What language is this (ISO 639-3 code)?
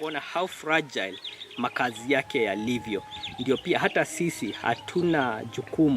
mer